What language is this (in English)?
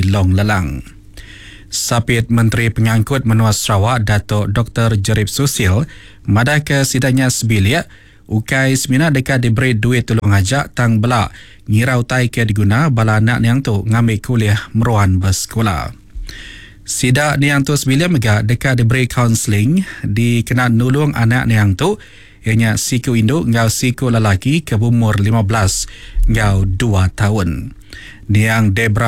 Iban